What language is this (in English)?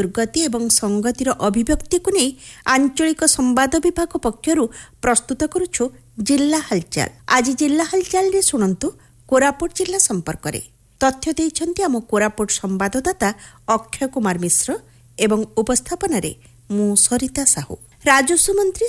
Odia